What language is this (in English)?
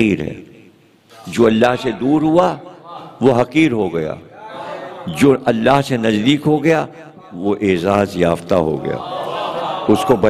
Urdu